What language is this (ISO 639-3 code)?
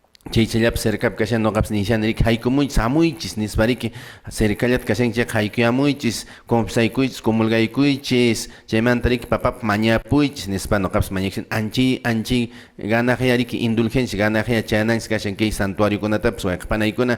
que